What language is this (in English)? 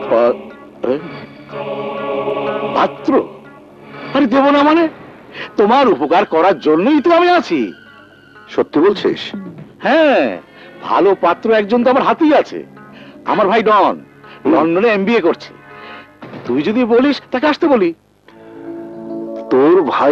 Bangla